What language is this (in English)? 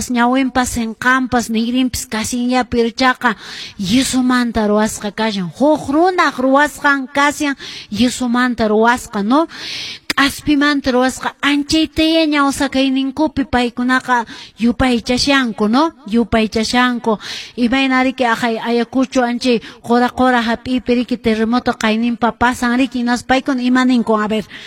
Quechua